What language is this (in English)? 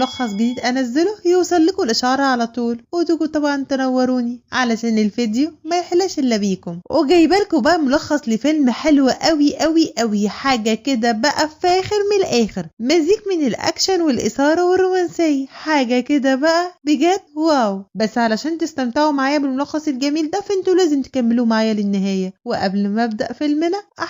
Egyptian Arabic